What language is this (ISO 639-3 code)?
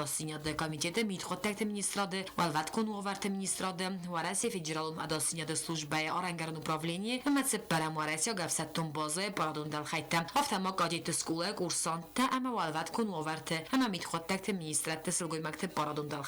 oss